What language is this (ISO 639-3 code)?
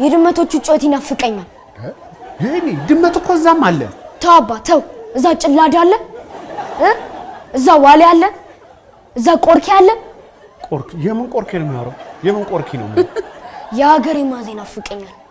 amh